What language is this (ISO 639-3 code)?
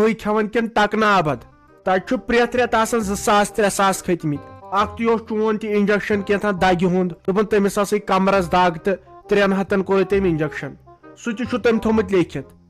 kas